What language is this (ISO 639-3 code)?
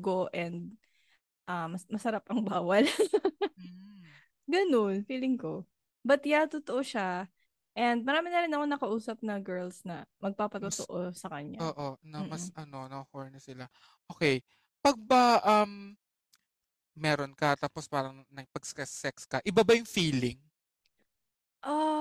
fil